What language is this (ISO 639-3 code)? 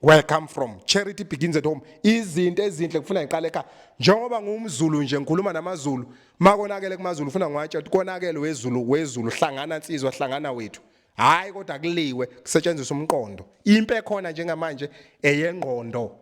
zul